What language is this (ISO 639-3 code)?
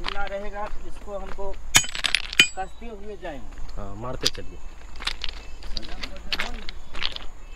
hin